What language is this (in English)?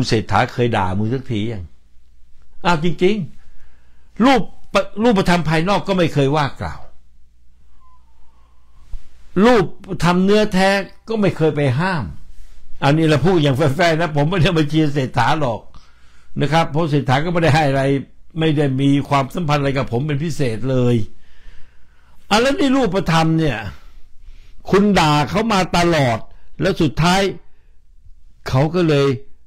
Thai